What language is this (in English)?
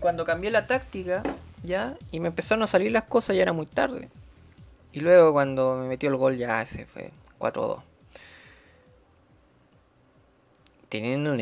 Spanish